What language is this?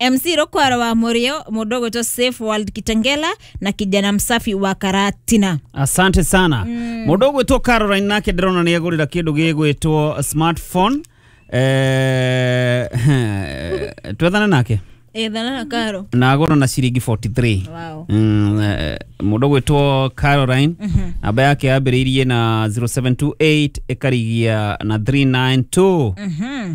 Kikuyu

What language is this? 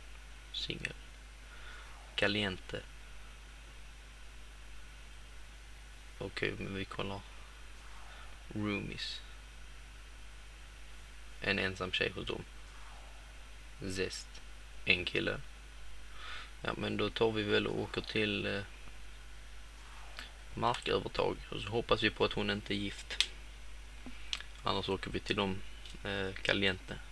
Swedish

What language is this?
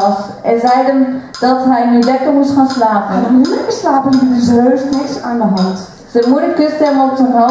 Dutch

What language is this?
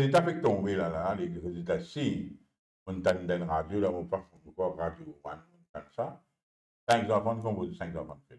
Morisyen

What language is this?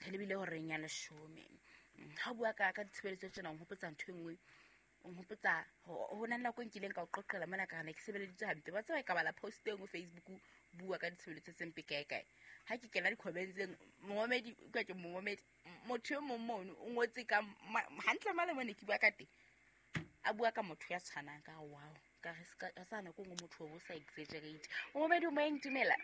Southern Sotho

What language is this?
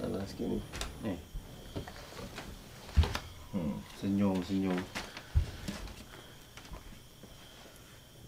Malay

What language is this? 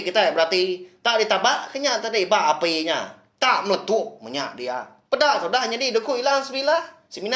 Iban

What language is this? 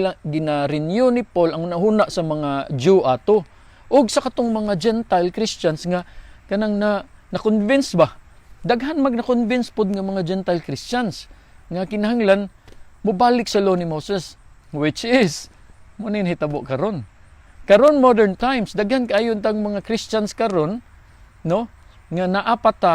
Cebuano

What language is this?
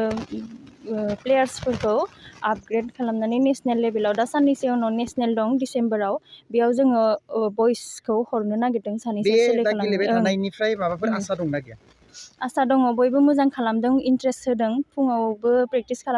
Bodo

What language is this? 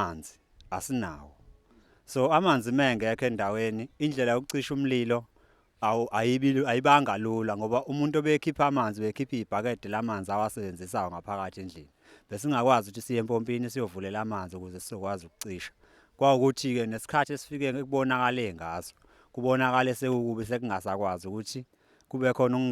Zulu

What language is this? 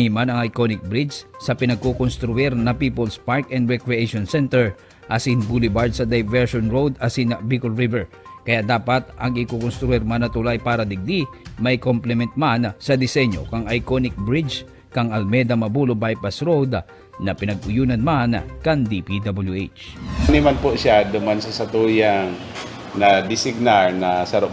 Bikol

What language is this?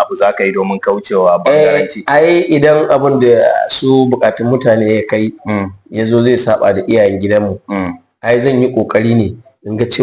Hausa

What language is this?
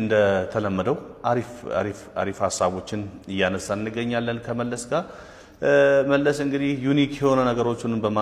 Amharic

